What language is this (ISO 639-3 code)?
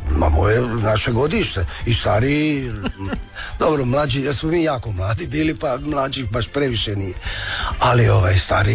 hrv